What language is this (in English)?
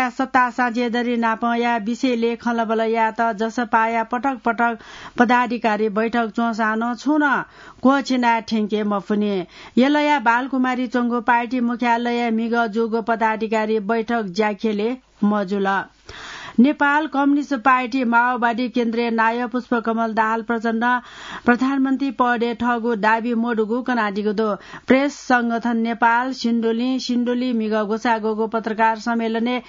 Newari